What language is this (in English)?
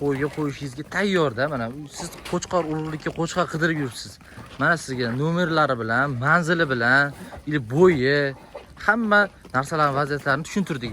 Uzbek